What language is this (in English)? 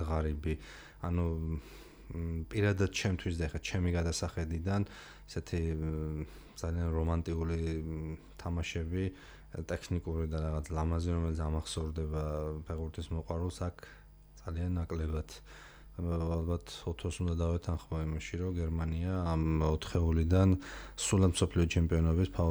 Georgian